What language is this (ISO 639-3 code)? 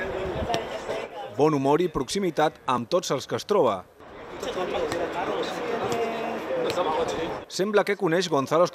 cat